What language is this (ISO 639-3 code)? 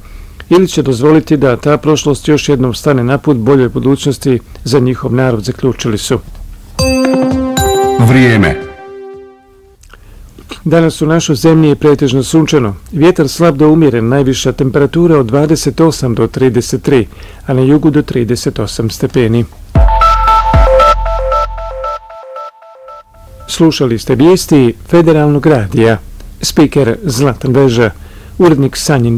bos